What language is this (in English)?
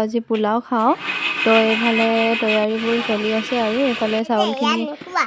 Assamese